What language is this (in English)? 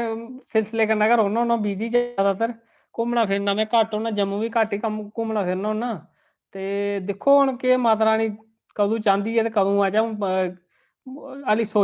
Dogri